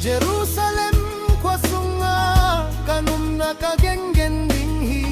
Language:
Tedim Chin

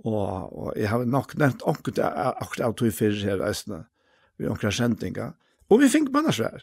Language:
Faroese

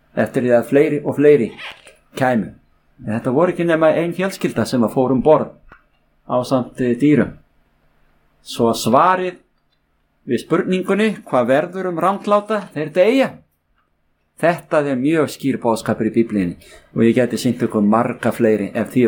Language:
Icelandic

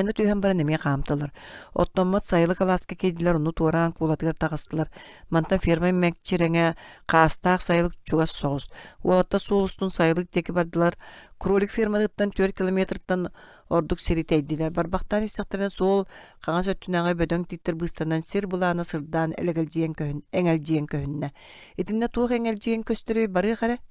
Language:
Yakut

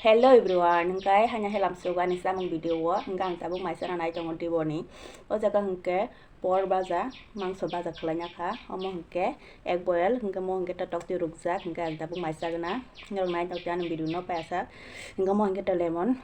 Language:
Kok Borok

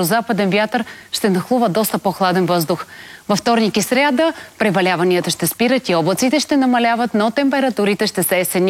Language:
Bulgarian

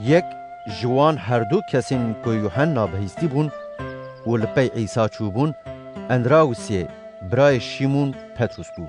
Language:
Kurdish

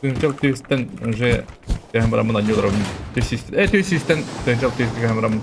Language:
Yakut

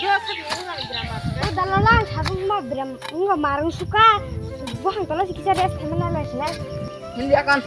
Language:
Kok Borok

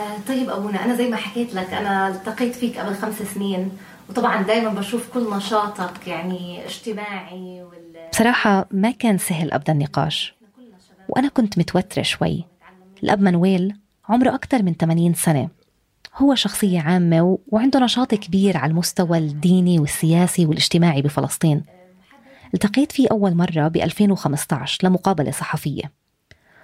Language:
North Levantine Arabic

